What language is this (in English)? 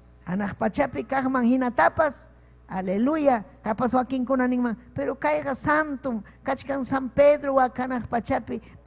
Ayacucho Quechua